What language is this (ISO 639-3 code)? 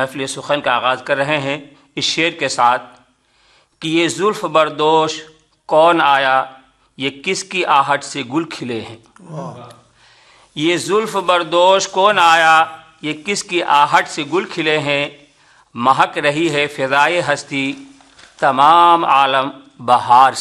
urd